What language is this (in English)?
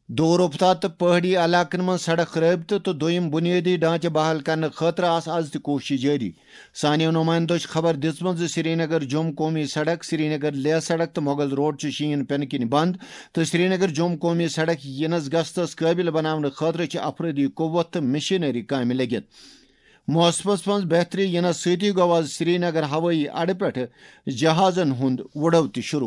Kashmiri